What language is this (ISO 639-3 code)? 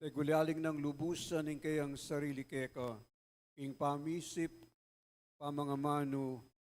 pam